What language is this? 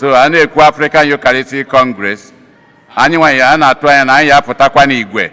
Igbo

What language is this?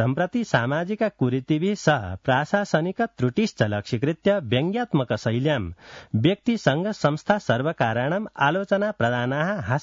Sanskrit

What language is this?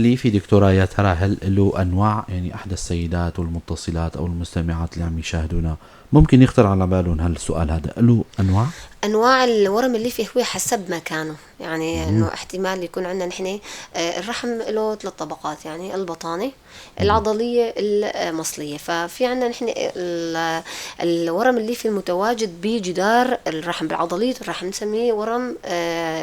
North Levantine Arabic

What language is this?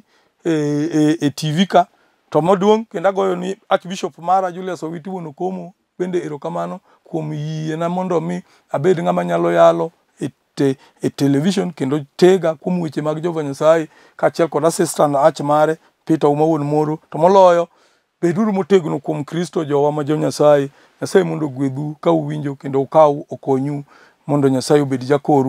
Luo (Kenya and Tanzania)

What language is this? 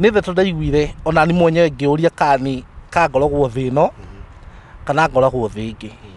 Kikuyu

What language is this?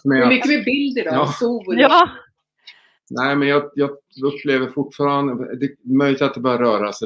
Swedish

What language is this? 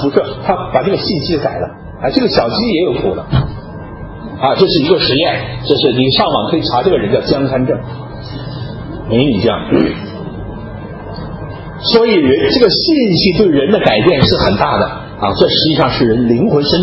Chinese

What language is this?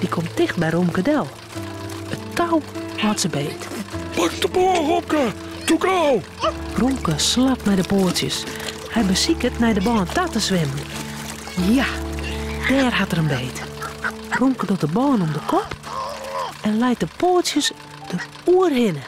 Western Frisian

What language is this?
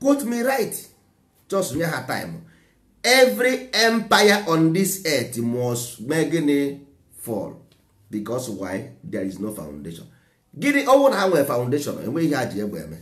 Igbo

